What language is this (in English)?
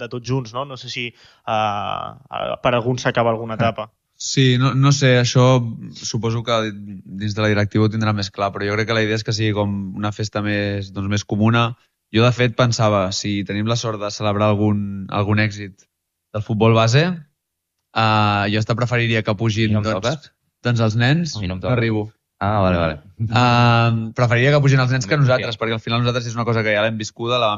Catalan